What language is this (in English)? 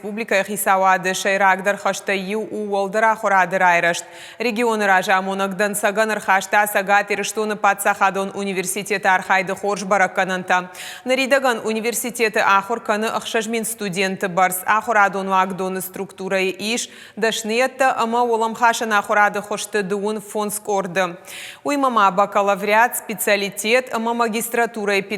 Ossetic